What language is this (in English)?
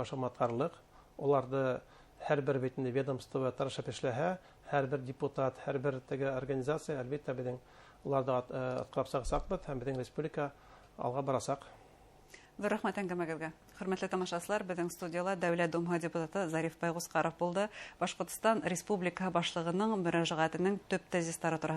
Bashkir